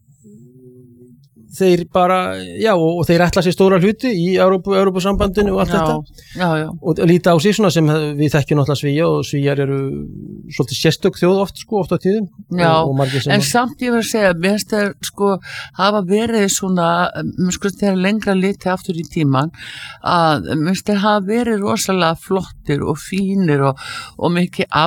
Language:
Icelandic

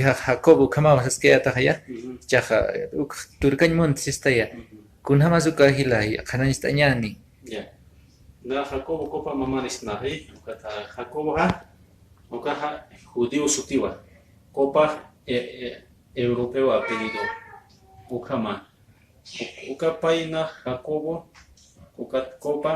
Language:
Aymara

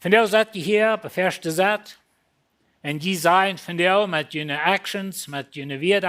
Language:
Plautdietsch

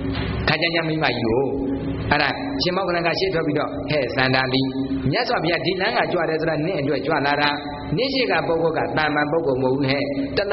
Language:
Burmese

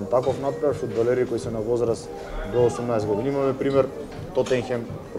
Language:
Macedonian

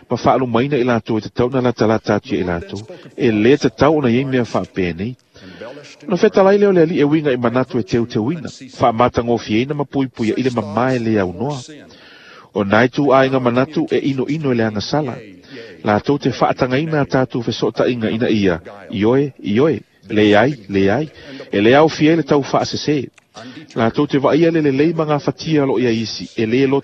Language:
Samoan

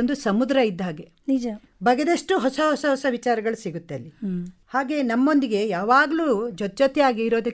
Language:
Kannada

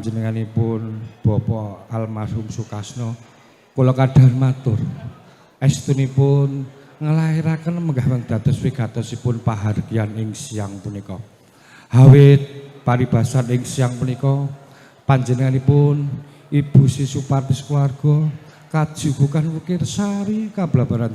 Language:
Javanese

